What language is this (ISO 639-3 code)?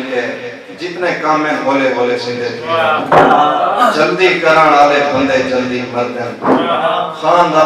skr